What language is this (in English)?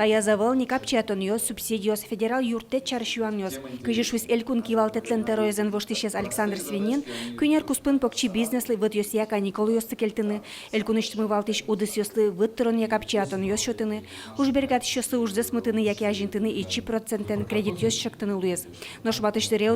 Udmurt